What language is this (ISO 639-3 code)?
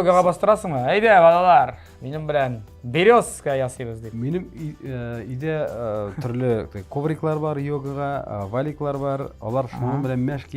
tat